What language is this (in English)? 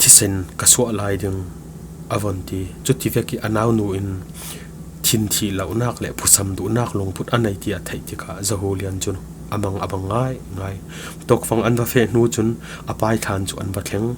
Falam Chin